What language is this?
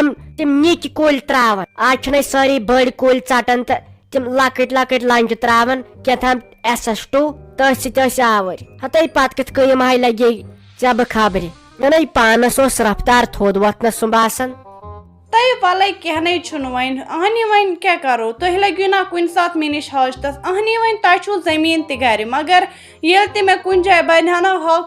Kashmiri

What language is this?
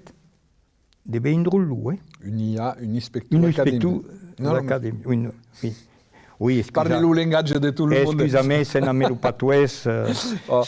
Occitan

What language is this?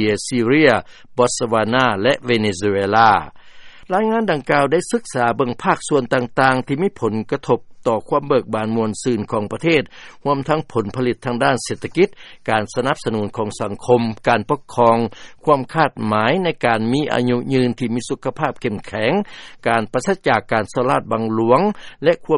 Lao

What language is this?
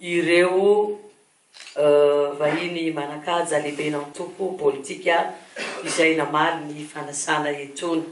Malagasy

